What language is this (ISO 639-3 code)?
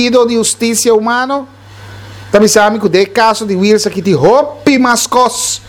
pap